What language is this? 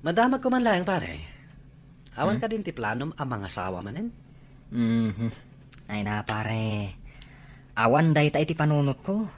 Iloko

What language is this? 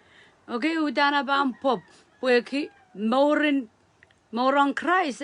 Pohnpeian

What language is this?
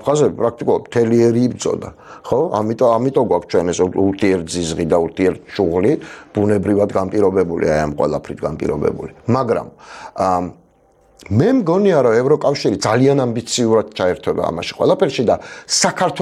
Georgian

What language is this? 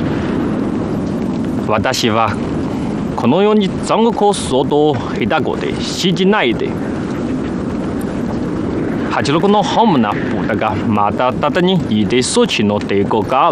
Japanese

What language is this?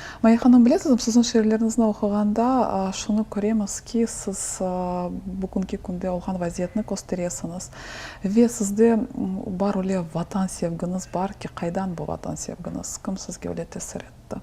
Crimean Tatar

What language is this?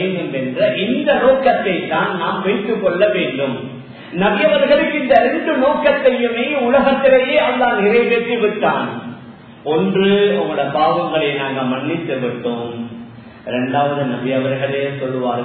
Tamil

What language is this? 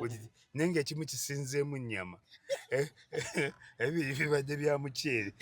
Ganda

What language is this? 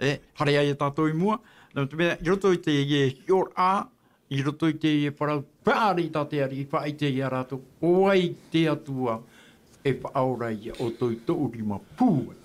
Tahitian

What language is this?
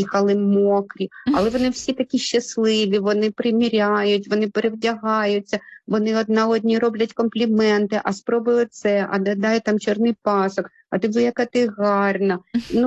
Ukrainian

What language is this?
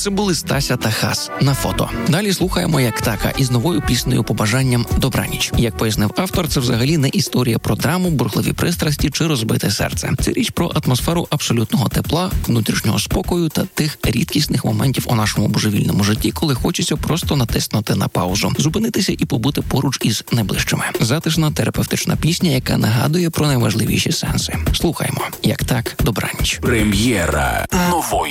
Ukrainian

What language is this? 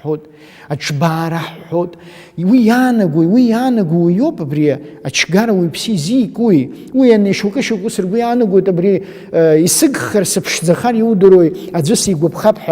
Abkhazian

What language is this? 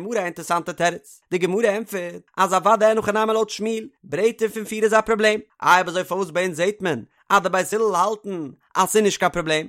Yiddish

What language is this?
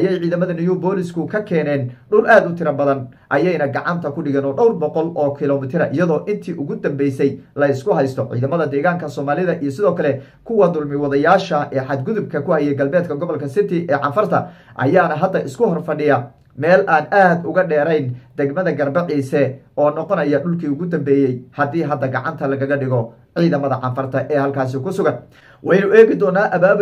Somali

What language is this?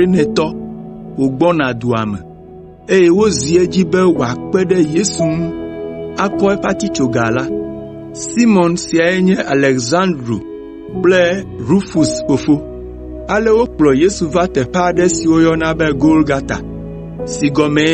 Ewe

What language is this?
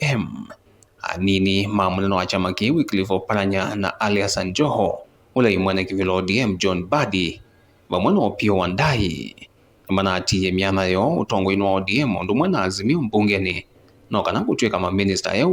Kamba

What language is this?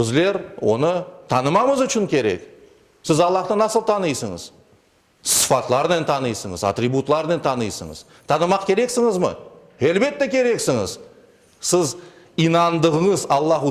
Crimean Tatar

